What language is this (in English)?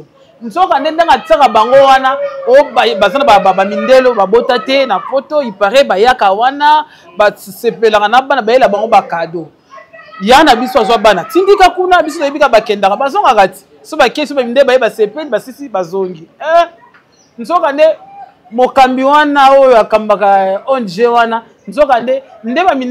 Lingala